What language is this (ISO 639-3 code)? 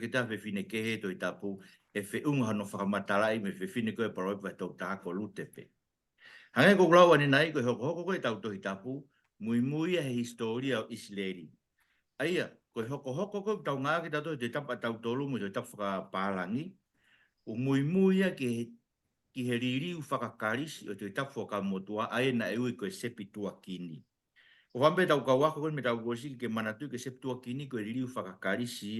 ton